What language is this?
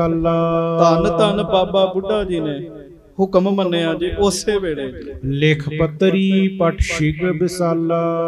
Punjabi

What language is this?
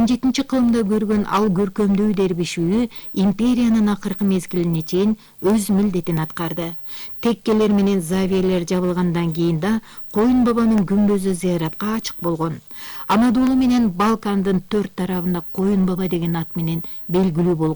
Kyrgyz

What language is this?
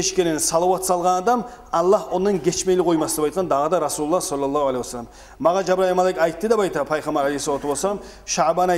Kumyk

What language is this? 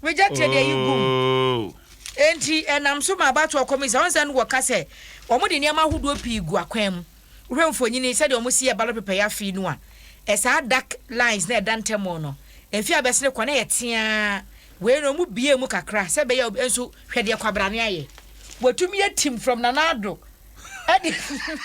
Akan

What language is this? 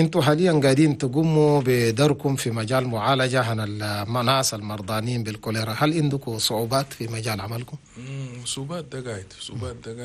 Chadian Arabic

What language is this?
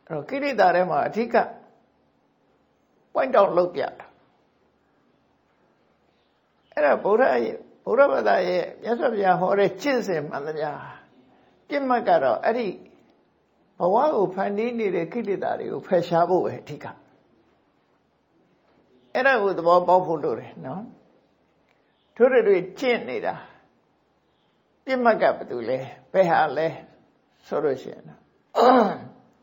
Burmese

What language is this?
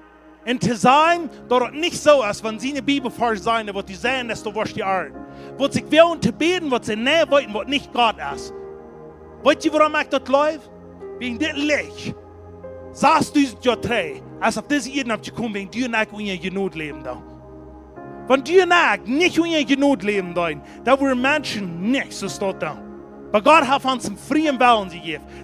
Plautdietsch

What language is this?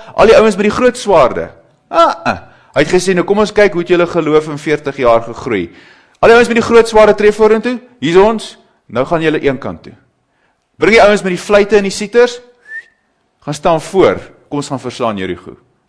Afrikaans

